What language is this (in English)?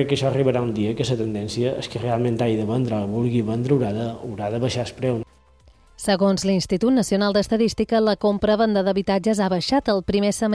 Catalan